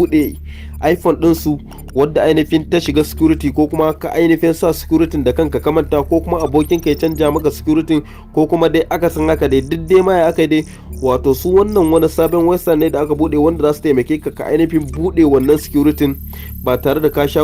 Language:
Hausa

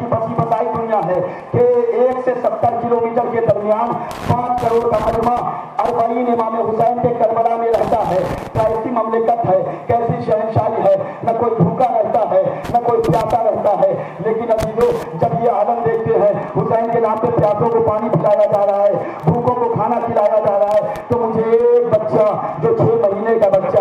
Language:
Urdu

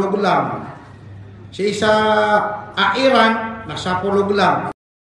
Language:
Maranao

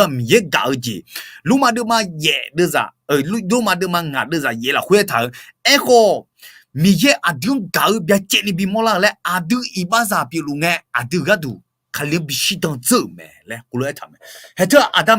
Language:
Akha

